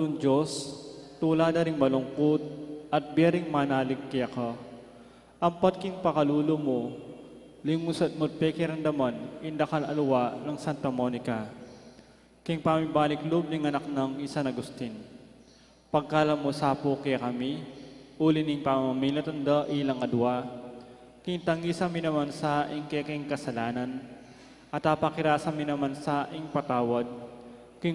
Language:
Pampanga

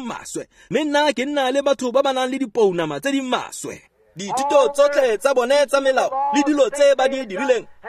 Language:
Tswana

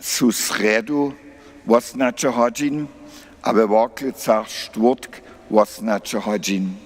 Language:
Upper Sorbian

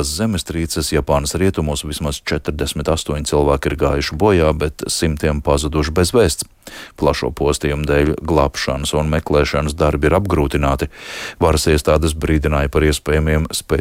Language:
Latvian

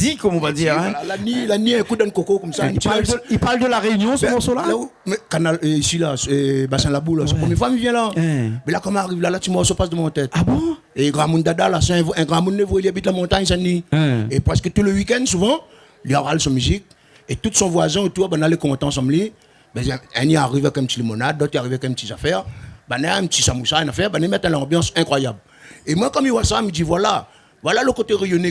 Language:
Réunion Creole French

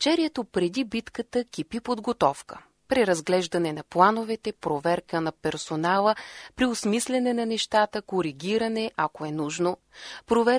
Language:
Bulgarian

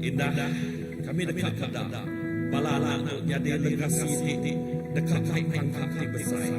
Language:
Iban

